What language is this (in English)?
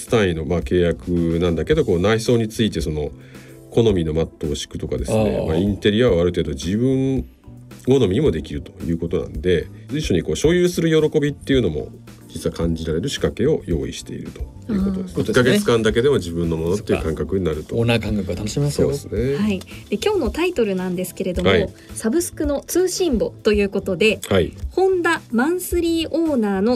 Japanese